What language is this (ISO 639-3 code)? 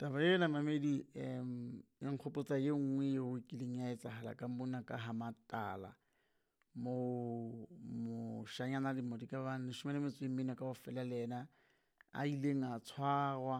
sot